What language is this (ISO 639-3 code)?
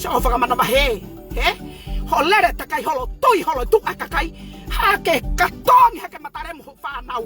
ton